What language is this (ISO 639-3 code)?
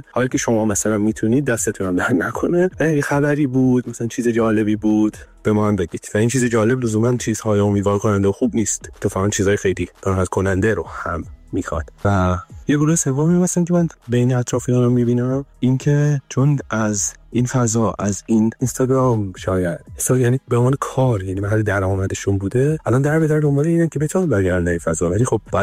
fas